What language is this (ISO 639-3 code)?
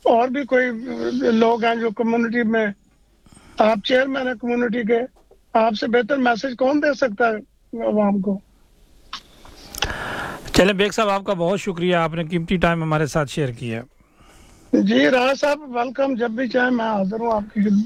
urd